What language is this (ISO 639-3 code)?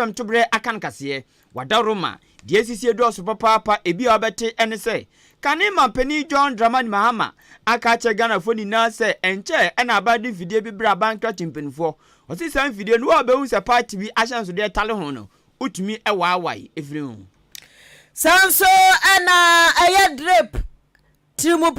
aka